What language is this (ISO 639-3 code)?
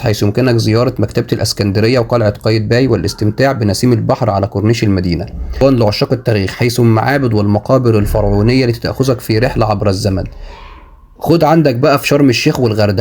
arz